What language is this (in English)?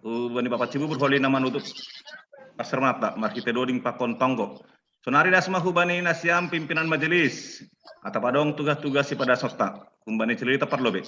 Batak Simalungun